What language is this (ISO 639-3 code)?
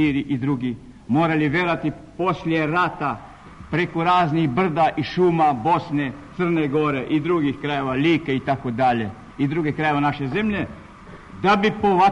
srp